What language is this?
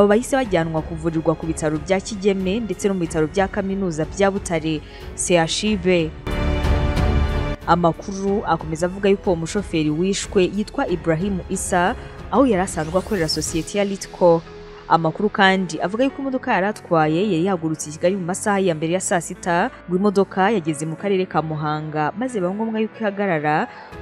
Kinyarwanda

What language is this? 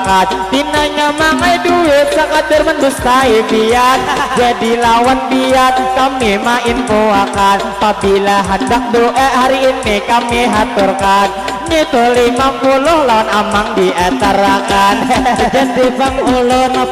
Banjar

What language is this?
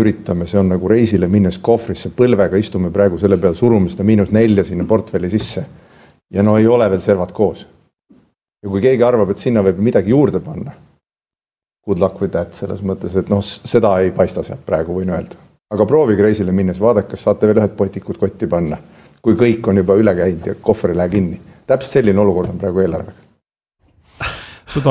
Estonian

